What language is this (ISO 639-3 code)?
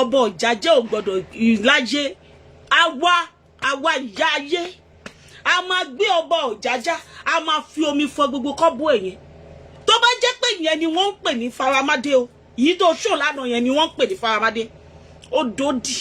yor